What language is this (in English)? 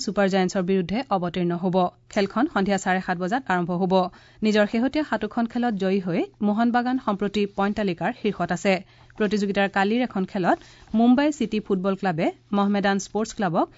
Assamese